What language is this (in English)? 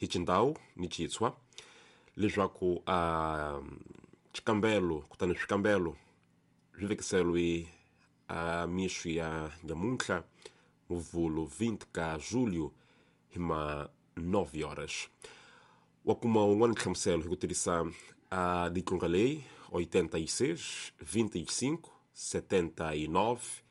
Tsonga